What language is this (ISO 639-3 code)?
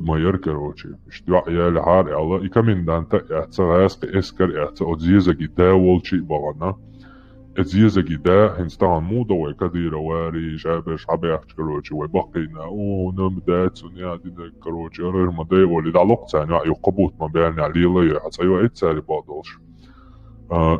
che